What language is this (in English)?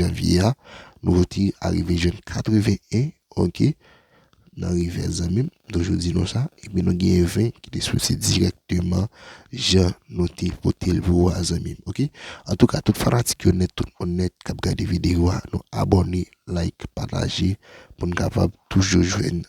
Haitian Creole